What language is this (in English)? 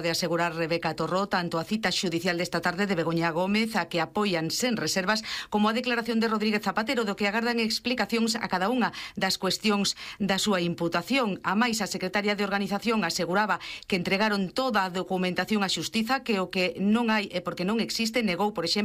Galician